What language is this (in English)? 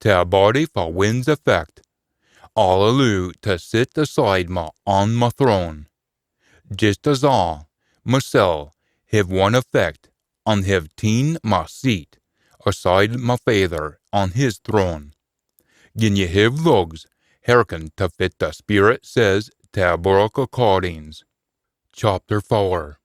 Scots